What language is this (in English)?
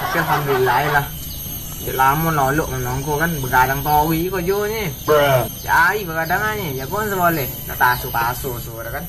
Minangkabau